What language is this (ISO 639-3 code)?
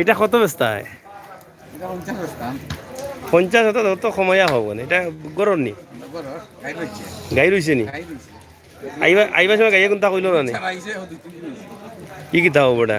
syl